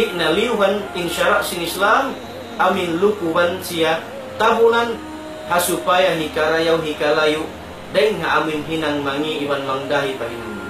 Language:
Tausug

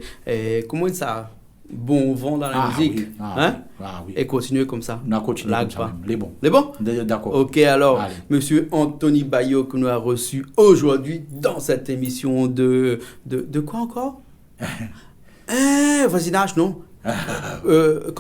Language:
Réunion Creole French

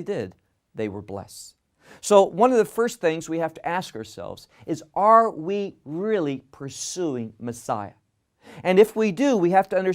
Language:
English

